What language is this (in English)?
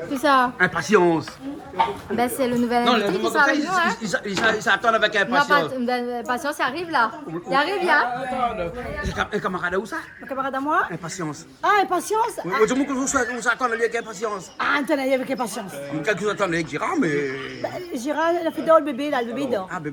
Réunion Creole French